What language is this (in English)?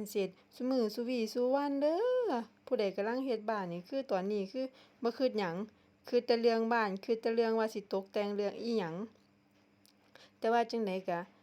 Lao